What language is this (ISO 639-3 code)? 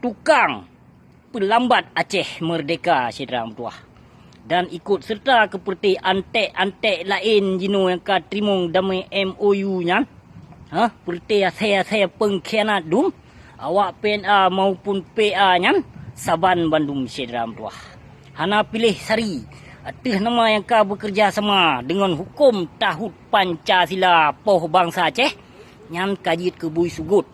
ace